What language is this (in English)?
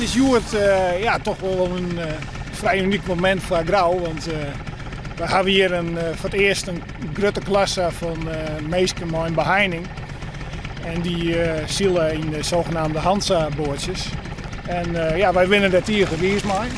Western Frisian